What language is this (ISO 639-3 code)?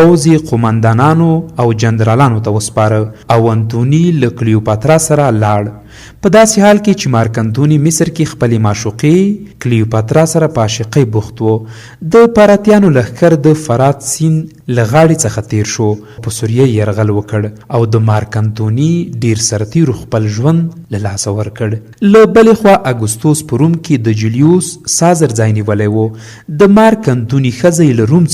pus